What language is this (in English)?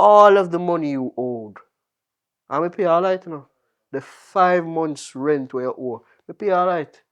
Jamaican Creole English